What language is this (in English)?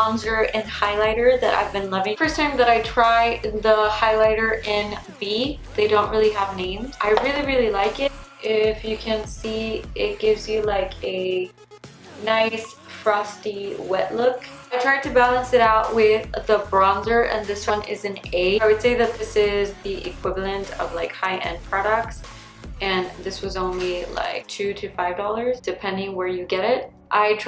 English